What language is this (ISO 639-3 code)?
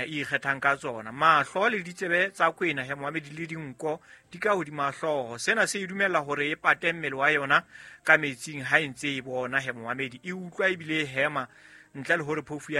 sot